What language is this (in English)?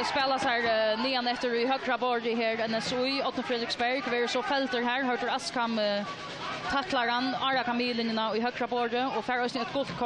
Faroese